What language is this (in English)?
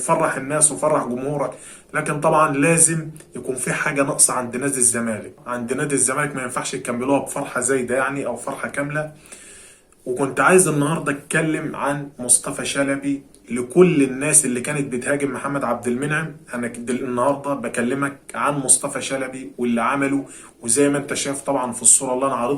Egyptian Arabic